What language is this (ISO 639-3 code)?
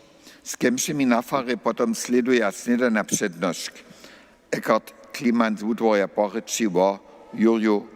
hsb